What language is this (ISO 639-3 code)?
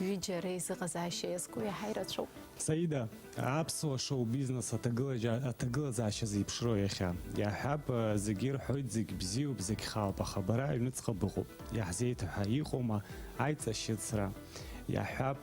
abk